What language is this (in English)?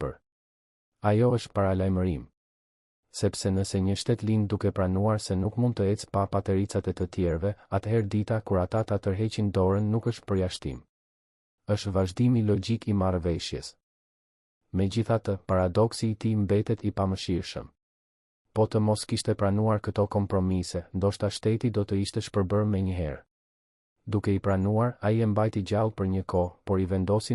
Albanian